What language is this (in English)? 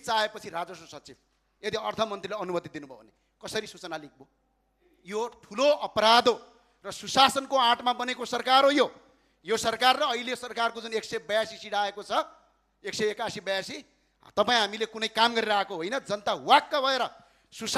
Nepali